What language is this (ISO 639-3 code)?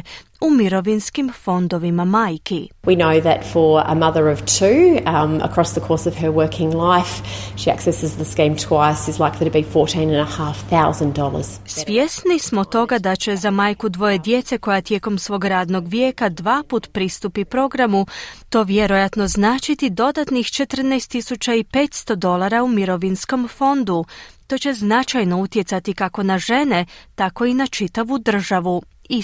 hrv